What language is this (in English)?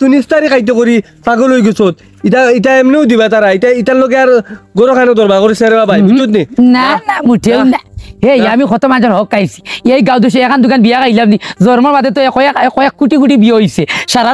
Sylheti